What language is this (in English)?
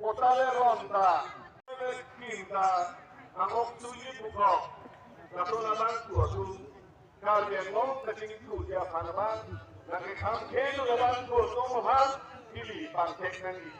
Karbi